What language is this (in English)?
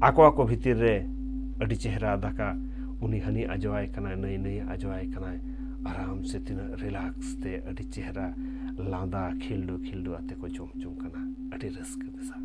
Santali